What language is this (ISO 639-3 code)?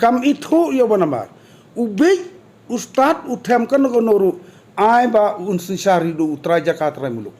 kha